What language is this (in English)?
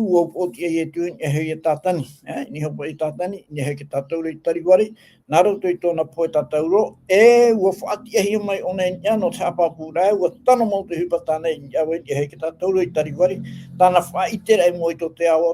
Tahitian